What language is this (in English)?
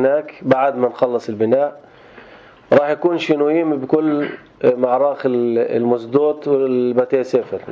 North Levantine Arabic